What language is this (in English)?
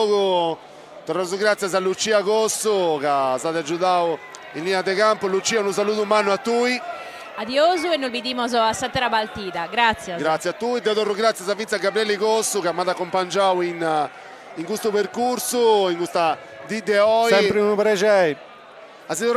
Sardinian